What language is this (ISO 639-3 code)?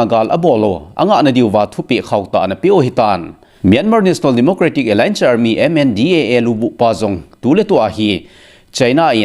tcz